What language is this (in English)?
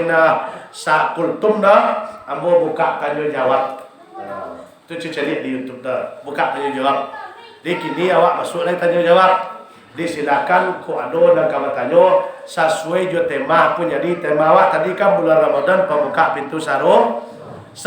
Minangkabau